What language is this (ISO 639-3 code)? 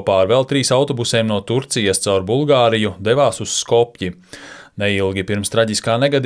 lav